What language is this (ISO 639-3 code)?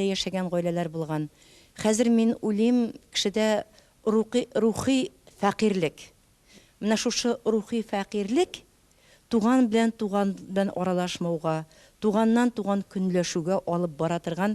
tat